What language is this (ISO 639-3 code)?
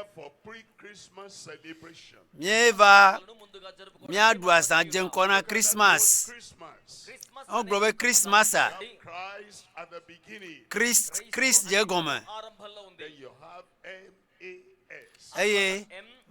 ewe